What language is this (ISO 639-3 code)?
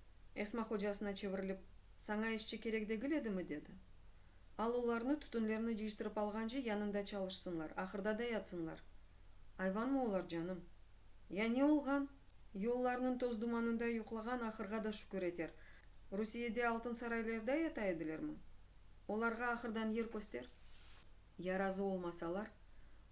crh